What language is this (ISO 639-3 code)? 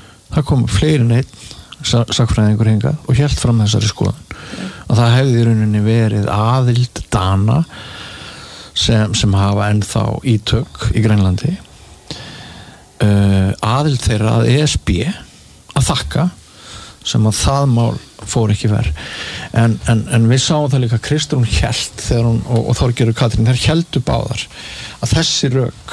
isl